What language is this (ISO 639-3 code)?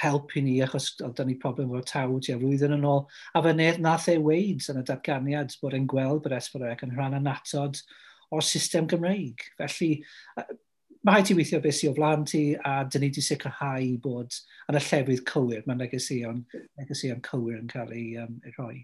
cym